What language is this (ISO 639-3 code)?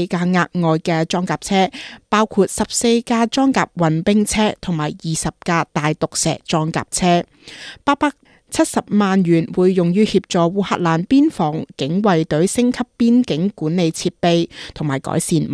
yue